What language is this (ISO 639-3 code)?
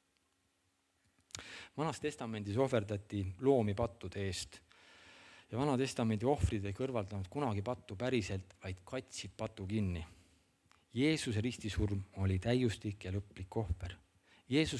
est